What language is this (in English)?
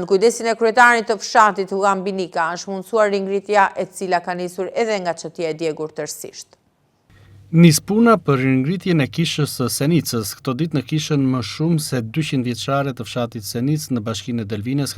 Albanian